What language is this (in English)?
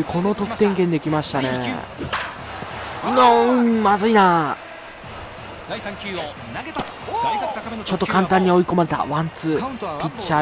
Japanese